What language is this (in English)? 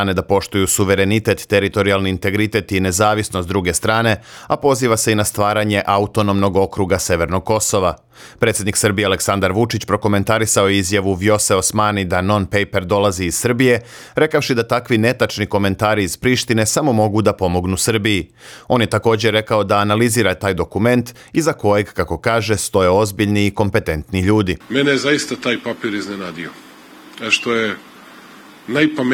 Serbian